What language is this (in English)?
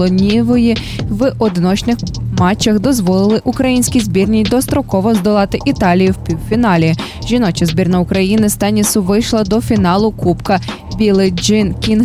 Ukrainian